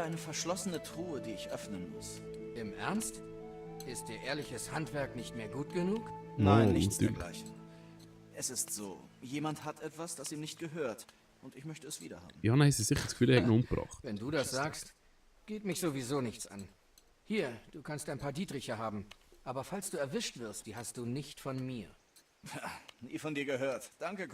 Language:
Swiss German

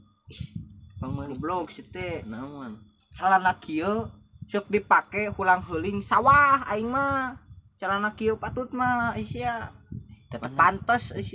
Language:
Sundanese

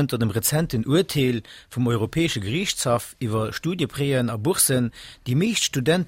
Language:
Luxembourgish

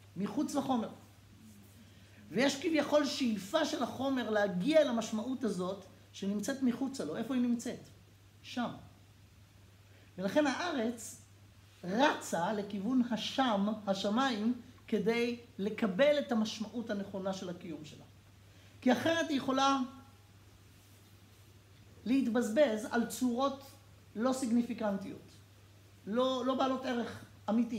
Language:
Hebrew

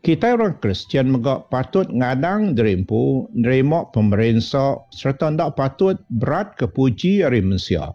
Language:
Iban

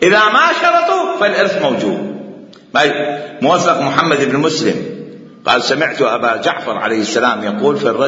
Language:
Mesopotamian Arabic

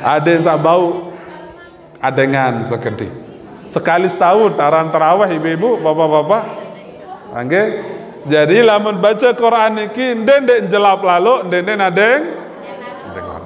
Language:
Sasak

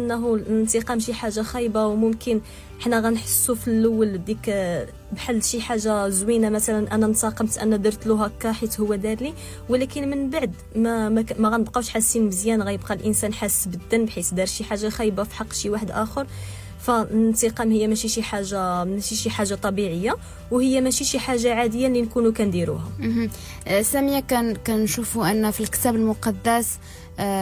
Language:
Moroccan Arabic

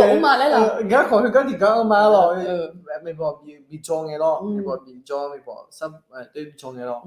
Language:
Akha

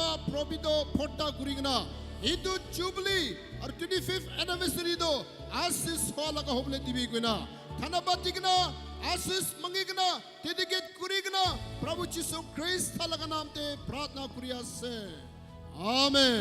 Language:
Naga Pidgin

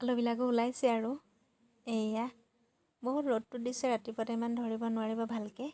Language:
Assamese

